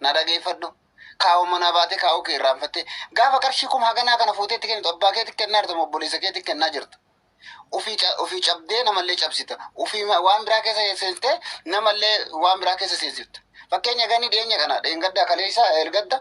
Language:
Oromo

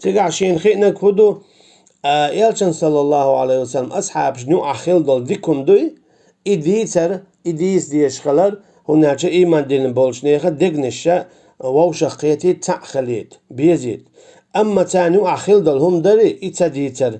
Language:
Chechen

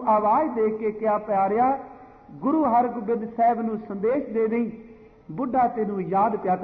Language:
Punjabi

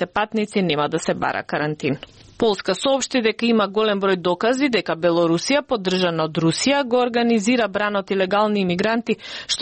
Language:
Macedonian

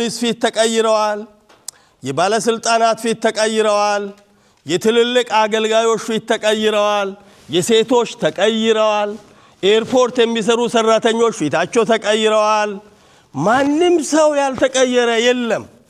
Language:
Amharic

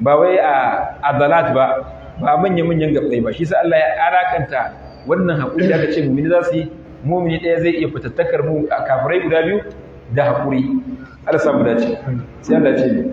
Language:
Hausa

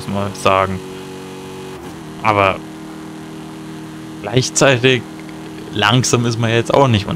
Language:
German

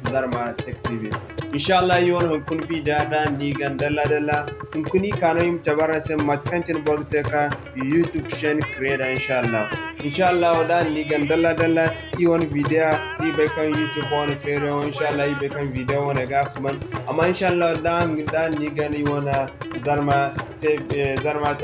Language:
Zarma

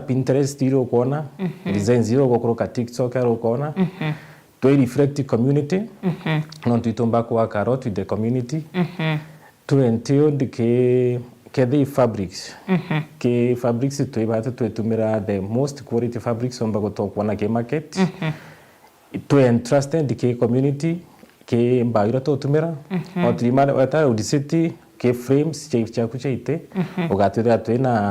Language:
Meru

